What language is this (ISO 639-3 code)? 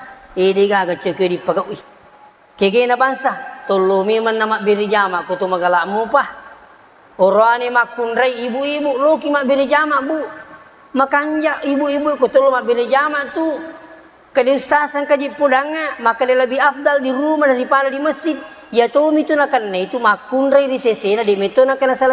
bug